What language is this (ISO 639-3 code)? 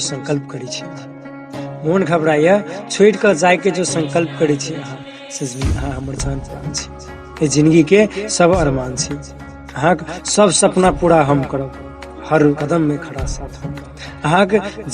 mai